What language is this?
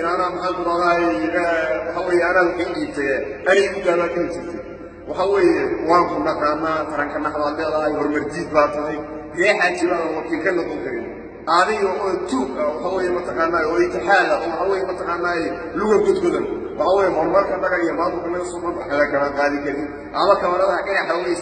Somali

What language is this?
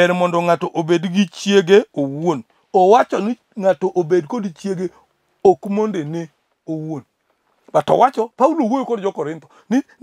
Luo (Kenya and Tanzania)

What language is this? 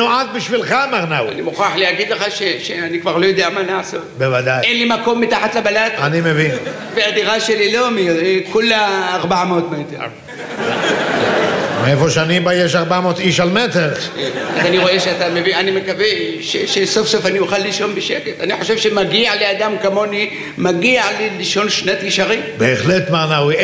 Hebrew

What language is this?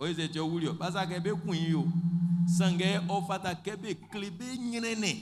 Baoulé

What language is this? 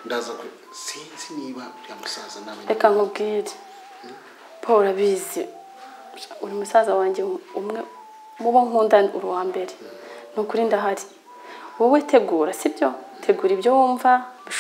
Kinyarwanda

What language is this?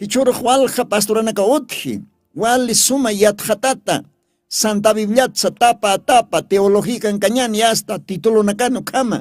Aymara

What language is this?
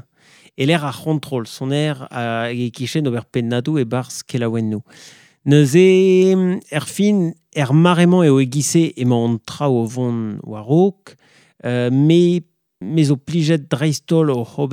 Breton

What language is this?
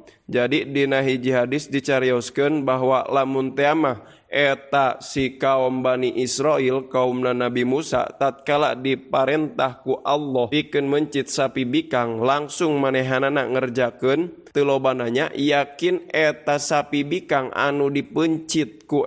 Sundanese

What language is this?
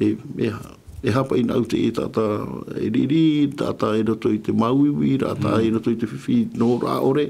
Tahitian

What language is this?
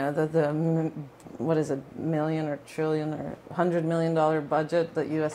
English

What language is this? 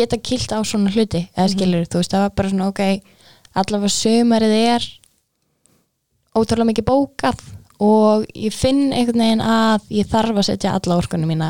Icelandic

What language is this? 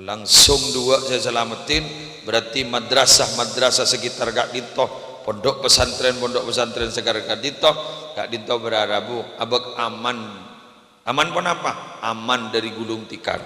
Madurese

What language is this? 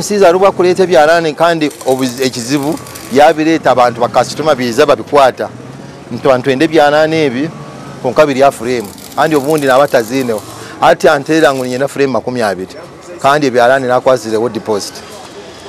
Nyankole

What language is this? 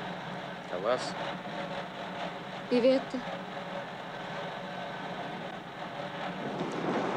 Russian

